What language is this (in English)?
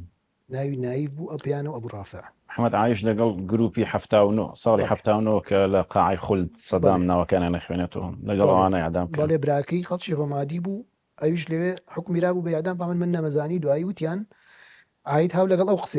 Central Kurdish